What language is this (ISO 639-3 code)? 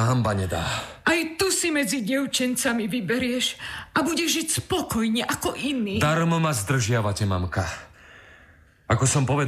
slk